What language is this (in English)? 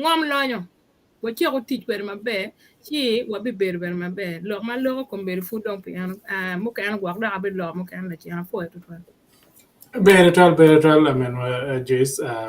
Acoli